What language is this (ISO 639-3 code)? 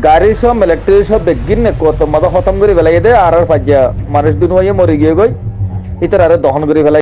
rhg